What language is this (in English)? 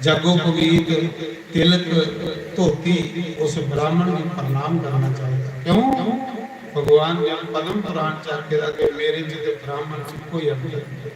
Dogri